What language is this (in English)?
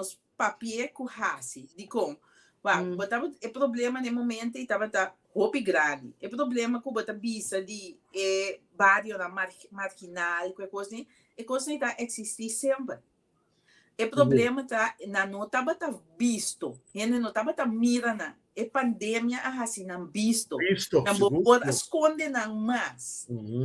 Papiamento